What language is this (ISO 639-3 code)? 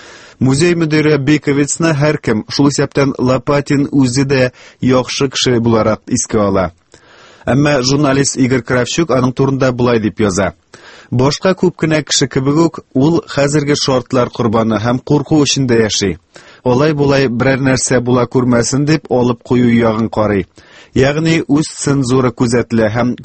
tat